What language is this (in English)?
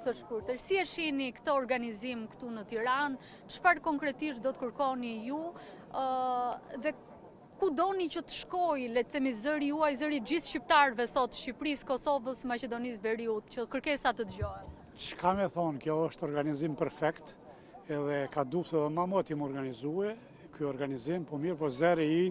Albanian